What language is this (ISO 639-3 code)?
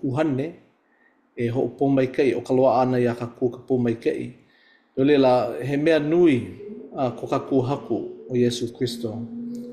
haw